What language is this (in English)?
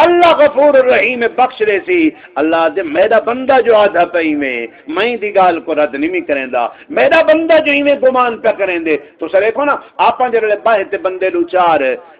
Saraiki